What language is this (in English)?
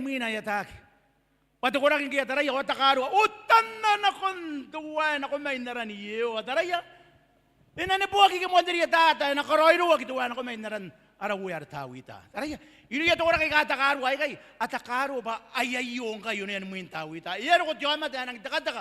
Gilbertese